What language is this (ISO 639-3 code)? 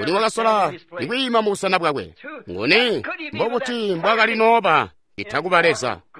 toi